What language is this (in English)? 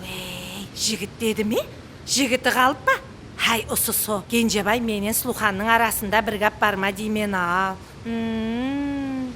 Kara-Kalpak